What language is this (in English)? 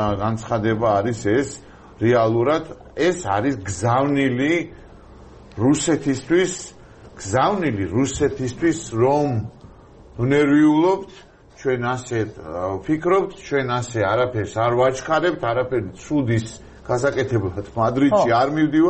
Georgian